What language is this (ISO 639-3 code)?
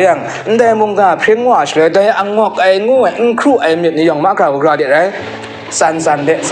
kac